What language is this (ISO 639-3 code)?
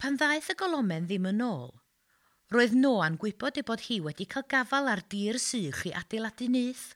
cym